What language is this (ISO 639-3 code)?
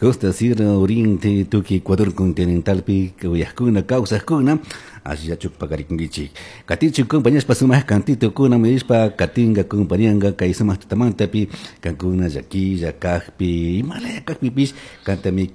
qug